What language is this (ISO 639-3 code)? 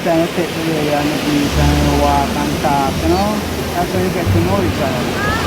jam